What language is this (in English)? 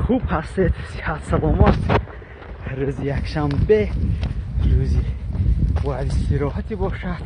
Tajik